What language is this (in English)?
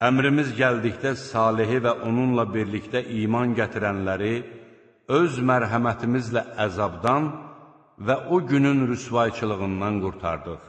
Azerbaijani